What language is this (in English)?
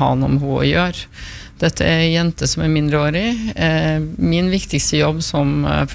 Norwegian